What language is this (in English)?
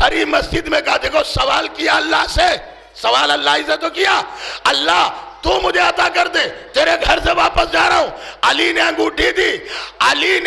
Urdu